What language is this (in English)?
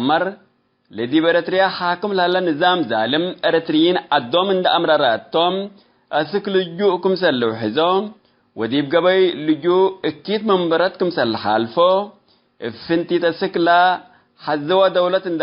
Tigre